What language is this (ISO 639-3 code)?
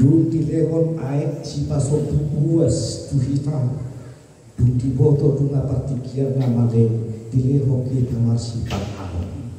bbc